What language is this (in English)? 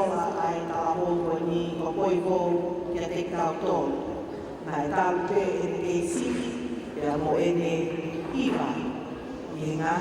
Tongan